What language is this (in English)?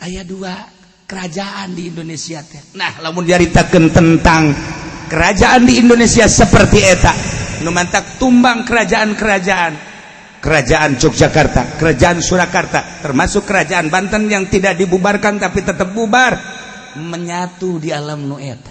Sundanese